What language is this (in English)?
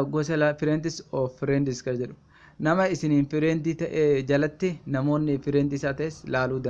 Oromo